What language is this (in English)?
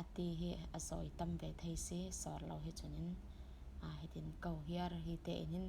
Falam Chin